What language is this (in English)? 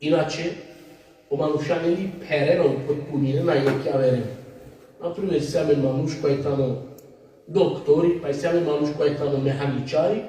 Balkan Romani